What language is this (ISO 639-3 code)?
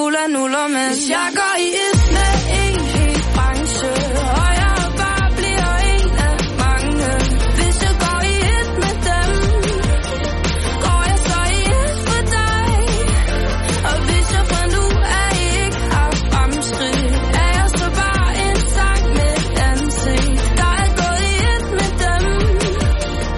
dan